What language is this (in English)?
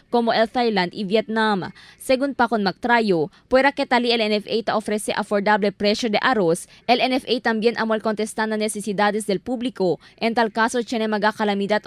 Chavacano